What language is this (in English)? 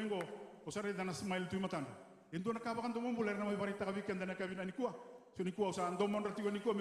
Fijian